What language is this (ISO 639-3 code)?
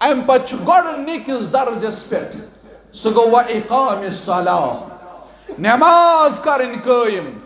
kas